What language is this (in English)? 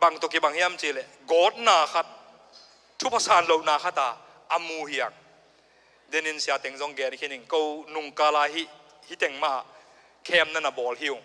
Tedim Chin